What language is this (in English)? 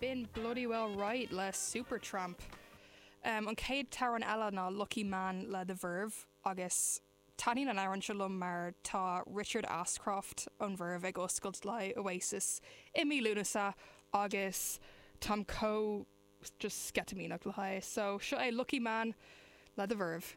Irish